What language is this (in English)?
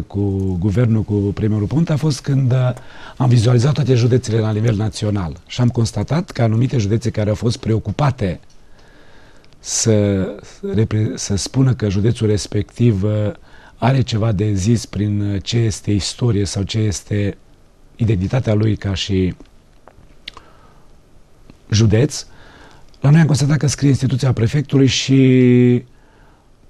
Romanian